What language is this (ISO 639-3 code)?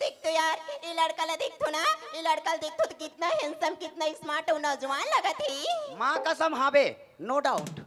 hne